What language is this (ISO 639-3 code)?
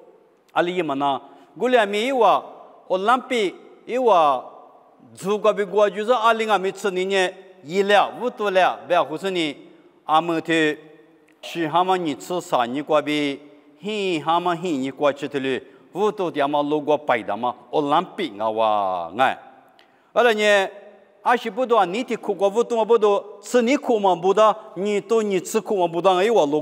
lis